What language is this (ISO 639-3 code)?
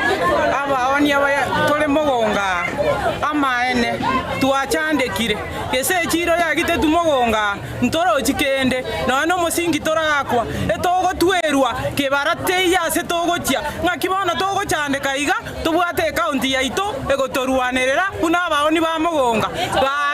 guz